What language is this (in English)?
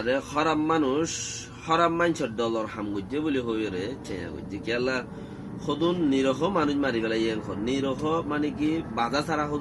Rohingya